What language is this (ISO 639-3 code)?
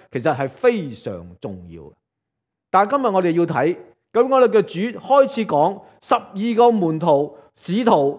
yue